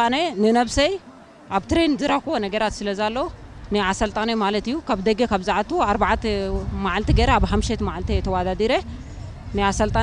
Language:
Tigrinya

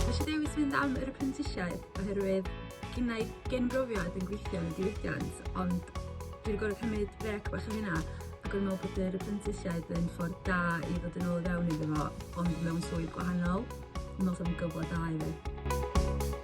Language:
Welsh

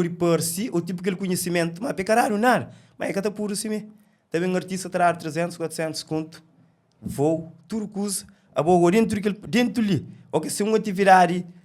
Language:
Kabuverdianu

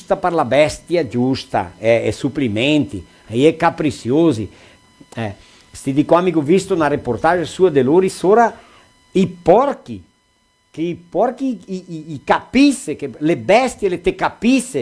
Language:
Venetian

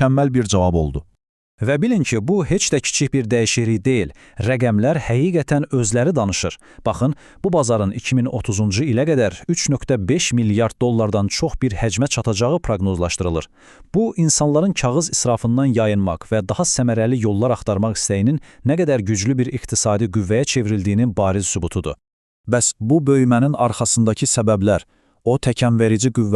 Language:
Azerbaijani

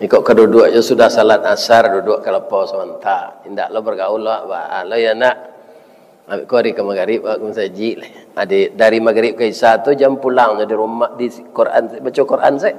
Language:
Minangkabau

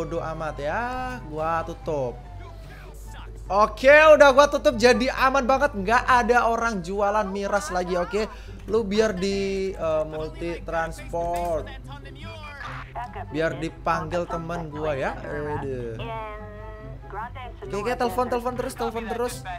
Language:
Indonesian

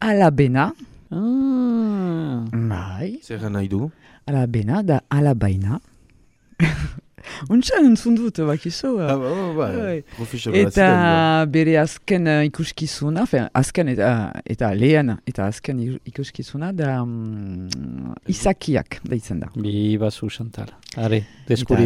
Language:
Basque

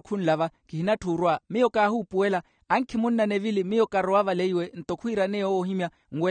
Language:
Makhuwa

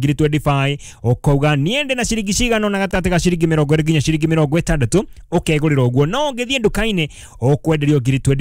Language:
Kikuyu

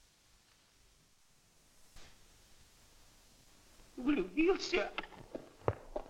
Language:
Russian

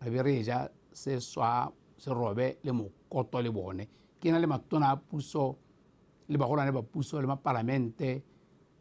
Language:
Tswana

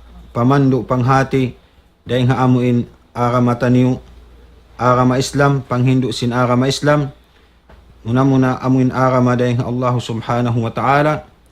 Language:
Tausug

